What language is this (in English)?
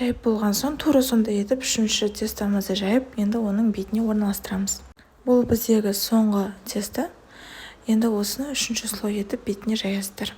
Kazakh